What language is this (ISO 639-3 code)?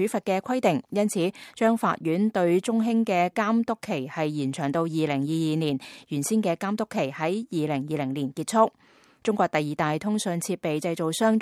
yue